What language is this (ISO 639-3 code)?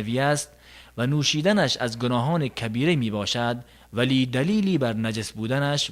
tgk